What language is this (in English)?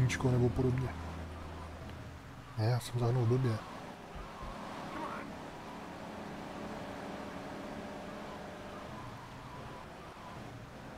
Czech